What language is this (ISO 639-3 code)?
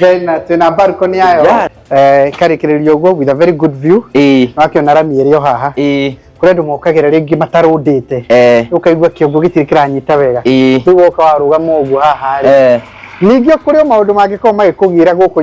kik